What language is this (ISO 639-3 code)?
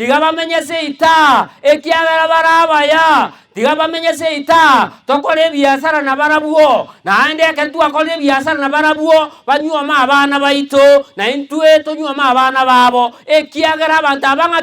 guz